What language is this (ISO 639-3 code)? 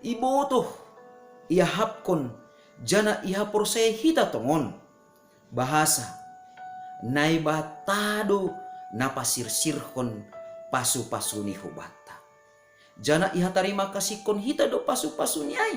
bts